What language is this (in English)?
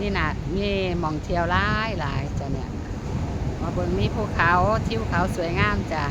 Northeastern Thai